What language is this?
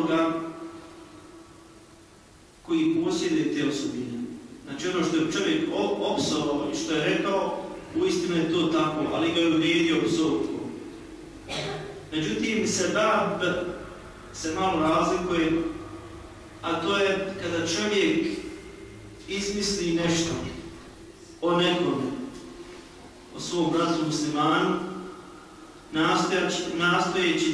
Bosnian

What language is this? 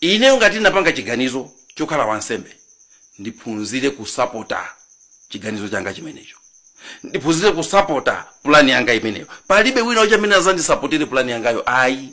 Nyanja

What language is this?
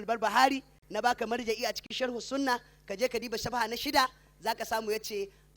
Hausa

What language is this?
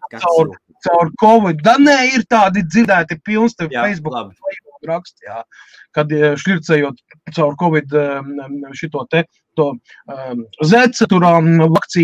Latvian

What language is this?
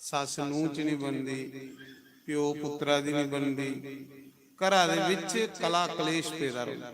Dogri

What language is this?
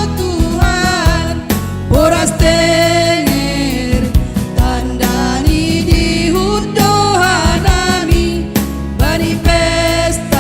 Batak Simalungun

